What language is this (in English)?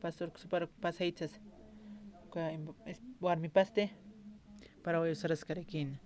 Aymara